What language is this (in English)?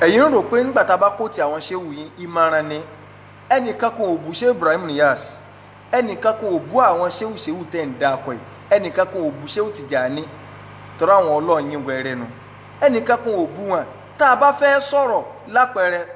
Yoruba